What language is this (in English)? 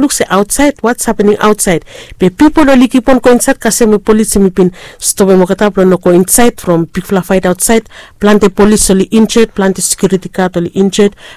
Bislama